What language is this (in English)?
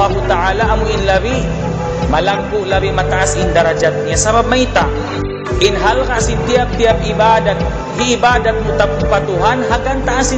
Tausug